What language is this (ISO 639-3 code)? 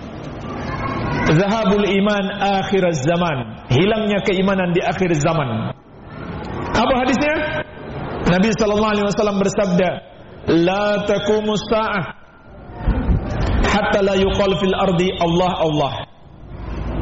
ind